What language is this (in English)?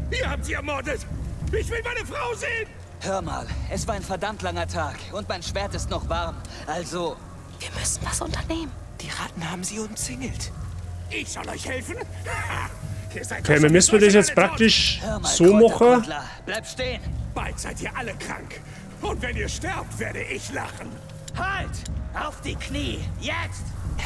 Bavarian